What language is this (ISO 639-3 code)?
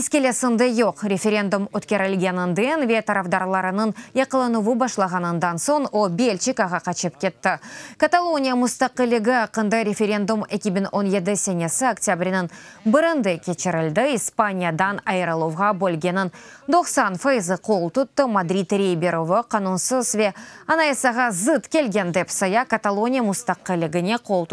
crh